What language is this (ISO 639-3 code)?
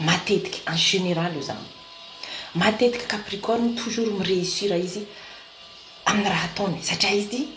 mlg